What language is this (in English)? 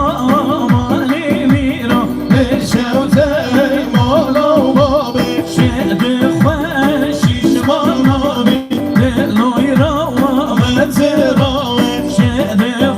Kurdish